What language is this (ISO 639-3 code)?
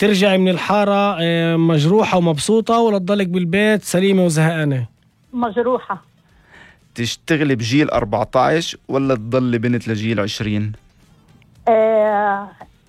apc